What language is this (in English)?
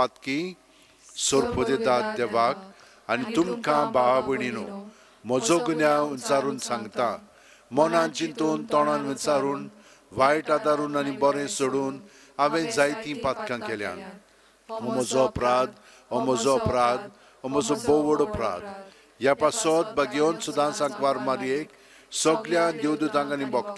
Konkani